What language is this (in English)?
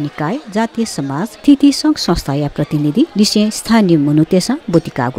Newari